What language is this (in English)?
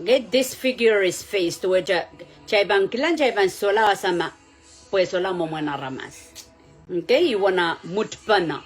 Pohnpeian